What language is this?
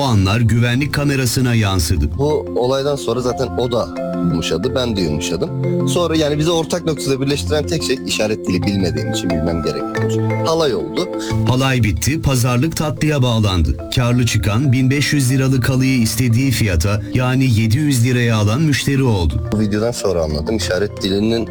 Turkish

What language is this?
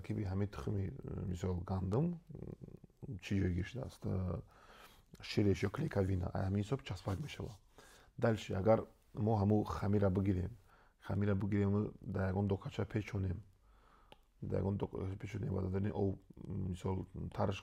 Tajik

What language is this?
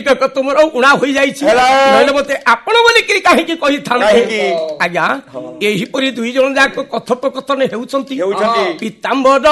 Odia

